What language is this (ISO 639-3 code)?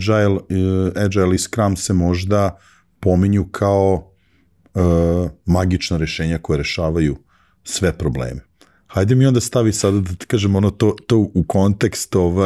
srp